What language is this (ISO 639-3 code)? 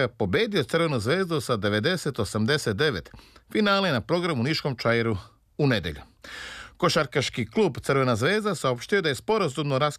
srp